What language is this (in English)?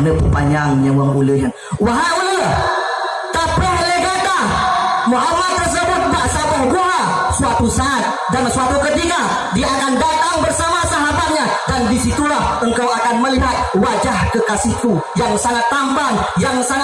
Achinese